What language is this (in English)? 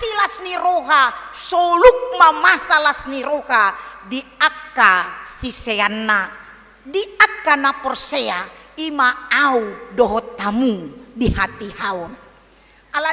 Batak Toba